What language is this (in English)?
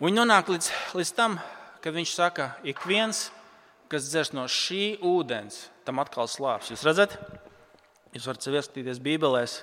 Latvian